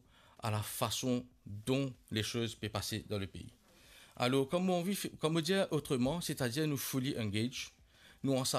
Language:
Morisyen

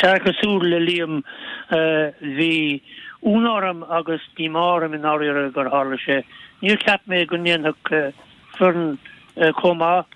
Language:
Irish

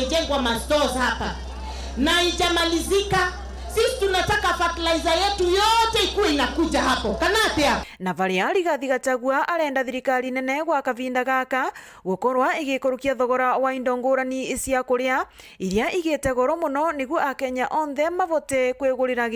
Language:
Meru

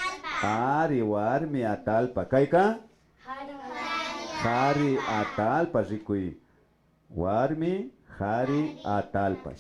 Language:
Imbabura Highland Quichua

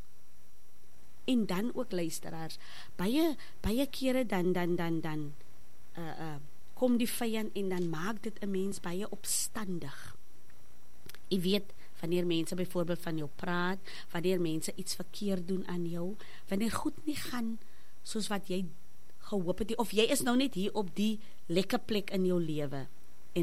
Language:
Afrikaans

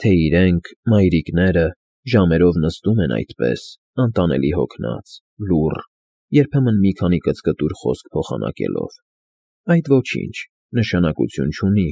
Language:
Armenian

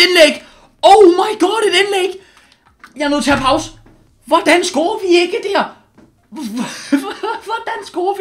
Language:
Danish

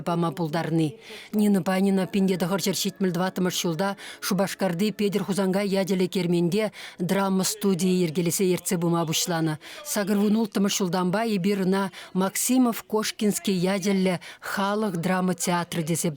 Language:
Chuvash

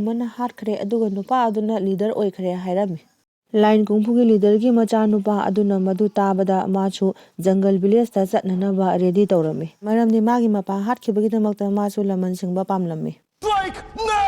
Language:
Manipuri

